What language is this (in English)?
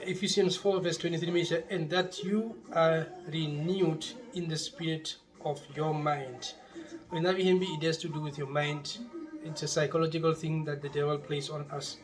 Herero